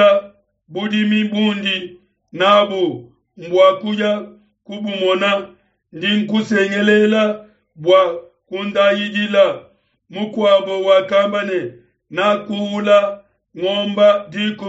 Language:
Luba-Lulua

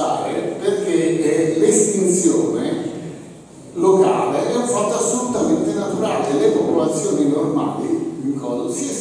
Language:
Italian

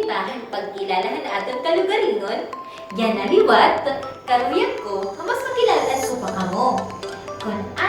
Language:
Waray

